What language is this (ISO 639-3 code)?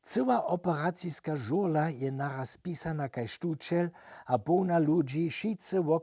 hsb